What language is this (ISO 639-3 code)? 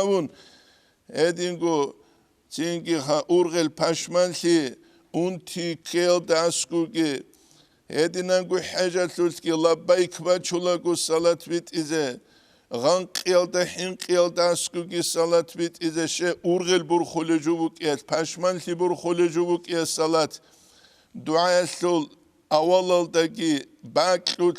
ava